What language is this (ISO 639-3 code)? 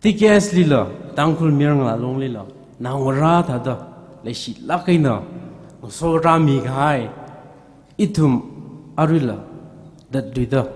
nmf